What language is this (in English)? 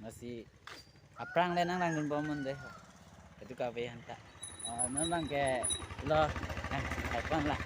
Karbi